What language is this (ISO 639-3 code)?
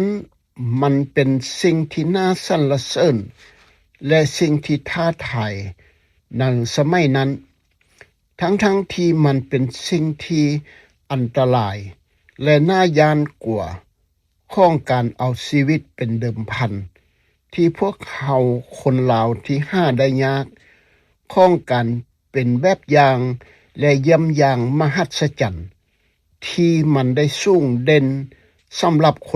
lao